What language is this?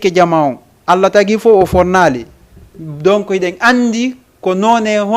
Fula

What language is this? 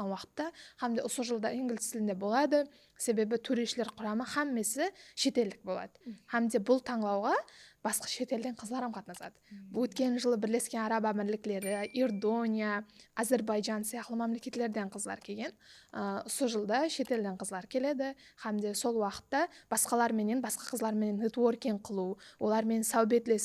Kara-Kalpak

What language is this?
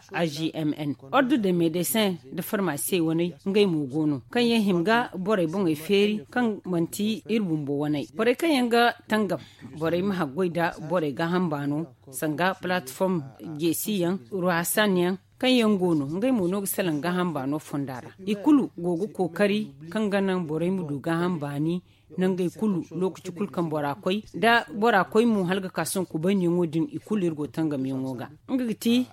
Zarma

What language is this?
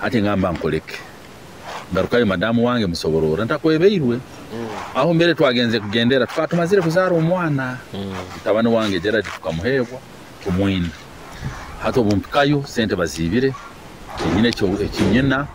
Nyoro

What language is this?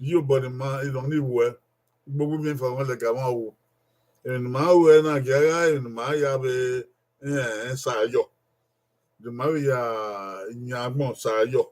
Bini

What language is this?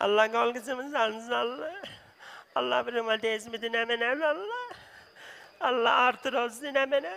South Azerbaijani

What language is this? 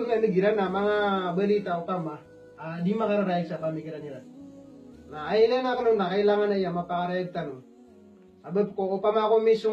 Maranao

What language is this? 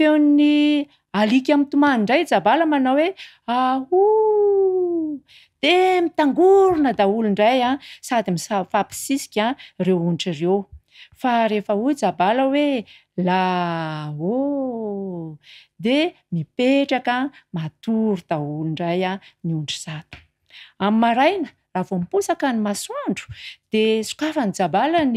Malagasy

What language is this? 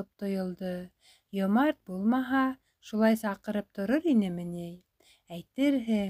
Bashkir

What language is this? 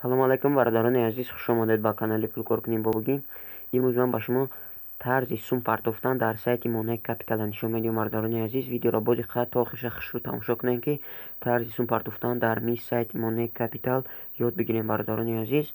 Tajik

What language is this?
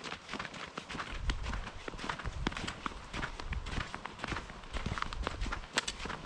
Finnish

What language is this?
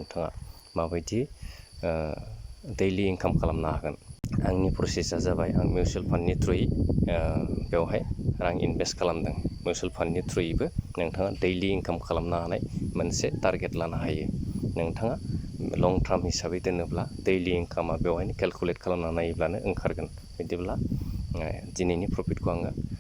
Bodo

